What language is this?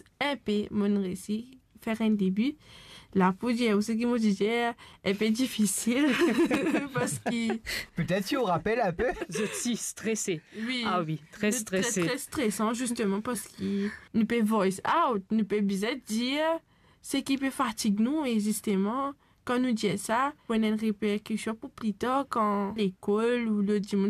Morisyen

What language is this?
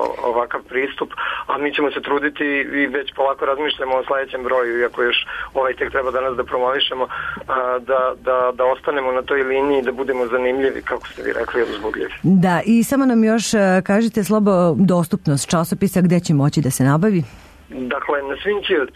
Serbian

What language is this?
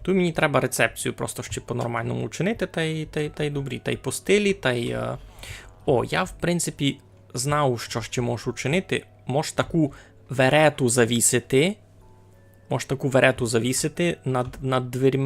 Rusyn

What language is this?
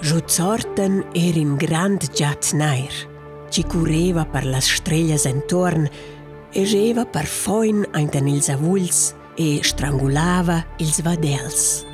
Romansh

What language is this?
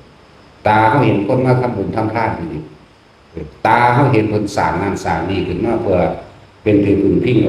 Northeastern Thai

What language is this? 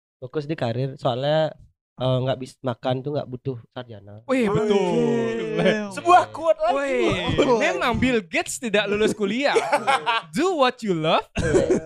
Indonesian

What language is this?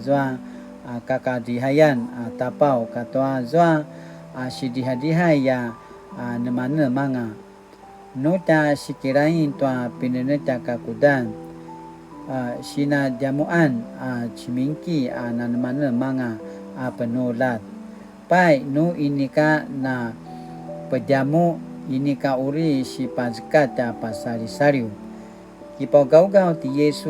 Paiwan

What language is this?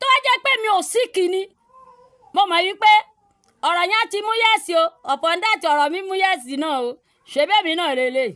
Yoruba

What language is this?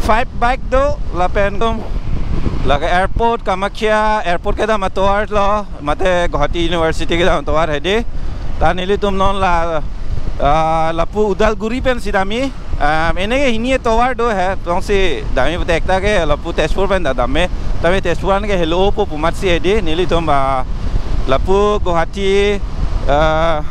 Karbi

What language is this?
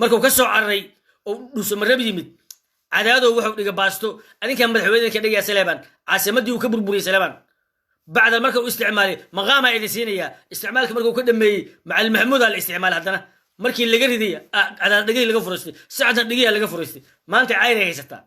Somali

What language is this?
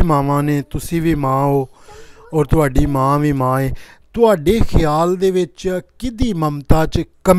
Punjabi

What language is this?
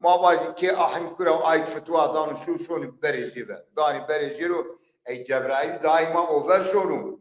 Zaza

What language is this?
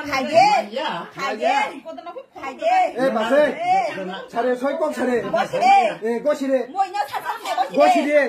Kok Borok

